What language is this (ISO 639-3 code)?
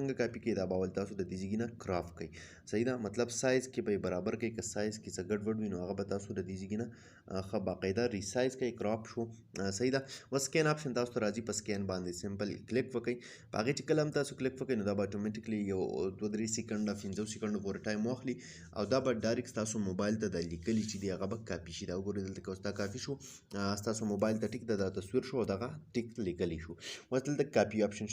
pus